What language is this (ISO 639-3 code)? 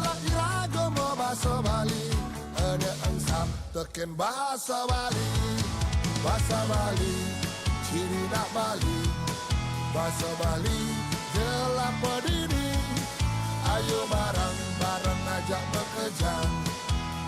ban